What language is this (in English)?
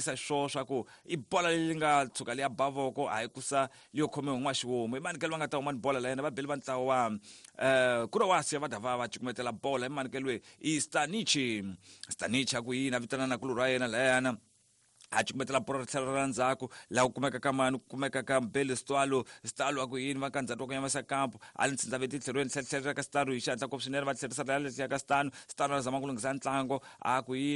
Tsonga